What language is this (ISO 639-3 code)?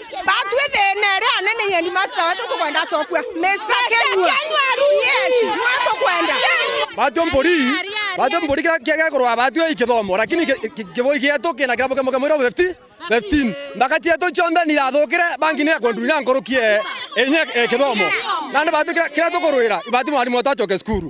mer